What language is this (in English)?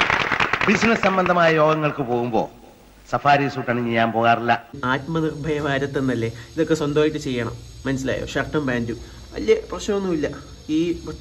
Malayalam